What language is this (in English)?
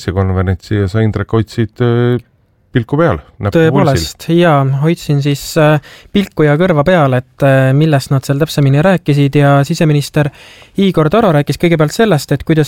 Estonian